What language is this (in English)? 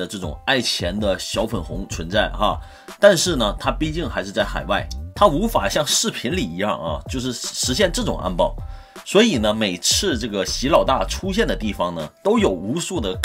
Chinese